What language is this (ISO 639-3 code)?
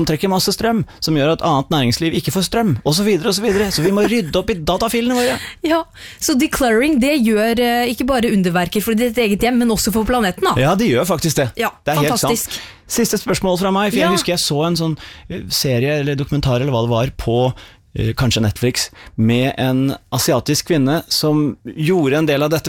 nor